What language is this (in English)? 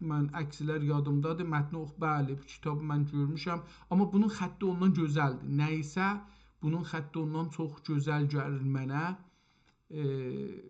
South Azerbaijani